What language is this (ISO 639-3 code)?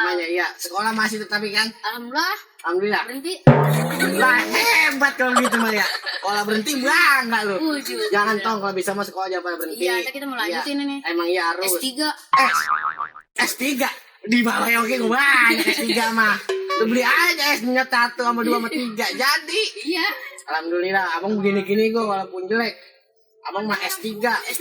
bew